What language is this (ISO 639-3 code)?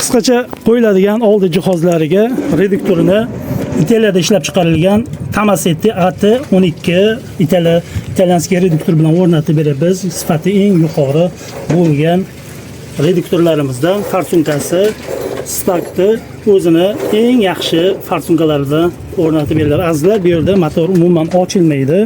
uzb